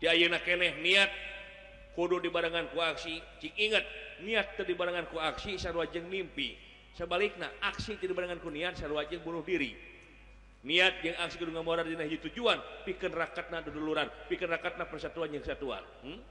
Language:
Sundanese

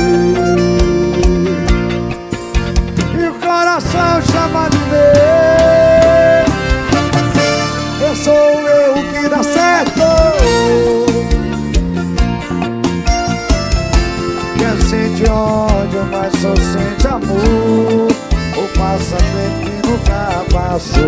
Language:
Portuguese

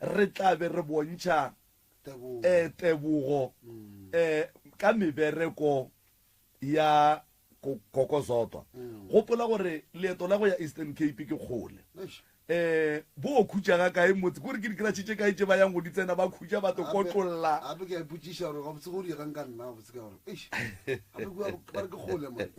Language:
Northern Sotho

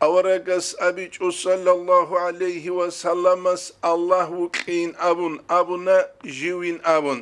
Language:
Avaric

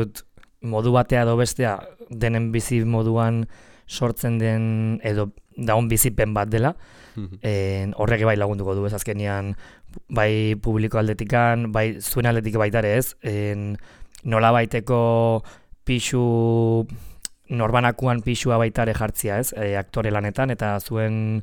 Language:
Basque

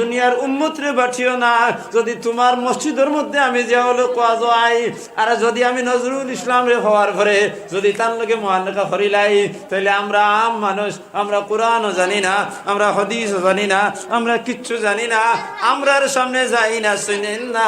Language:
Sylheti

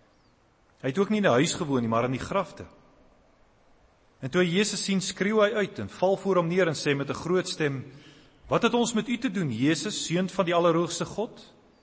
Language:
Afrikaans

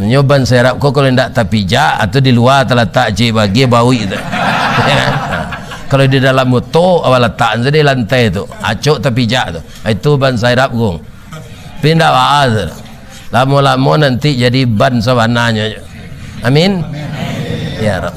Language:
Minangkabau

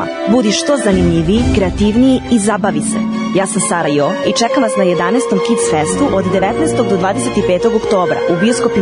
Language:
Serbian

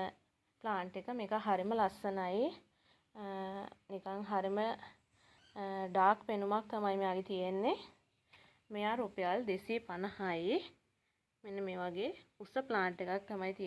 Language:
Sinhala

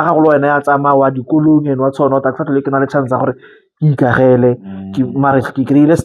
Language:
Tswana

